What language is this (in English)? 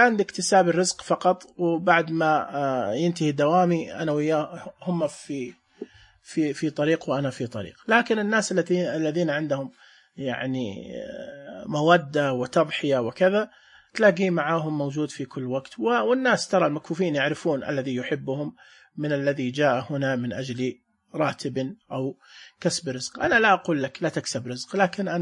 Najdi Arabic